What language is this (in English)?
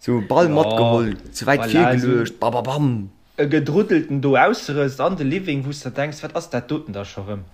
Luxembourgish